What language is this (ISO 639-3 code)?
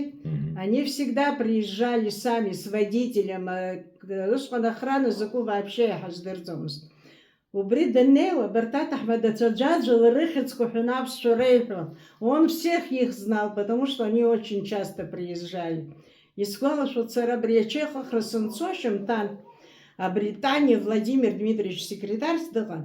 abk